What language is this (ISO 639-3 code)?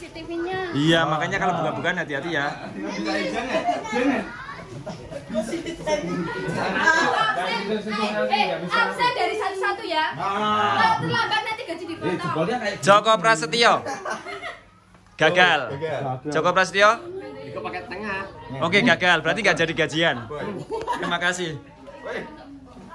ind